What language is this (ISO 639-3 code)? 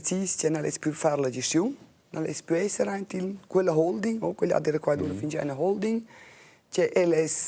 roh